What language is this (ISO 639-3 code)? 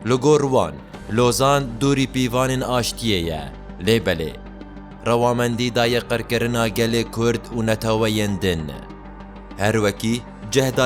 kur